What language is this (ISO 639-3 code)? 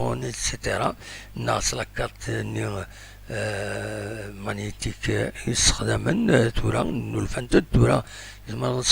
kab